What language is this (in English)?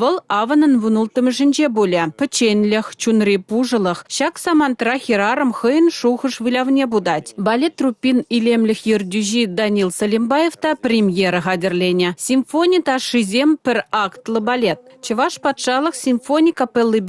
Chuvash